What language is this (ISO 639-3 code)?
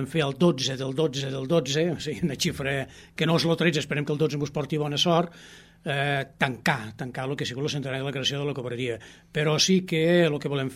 cat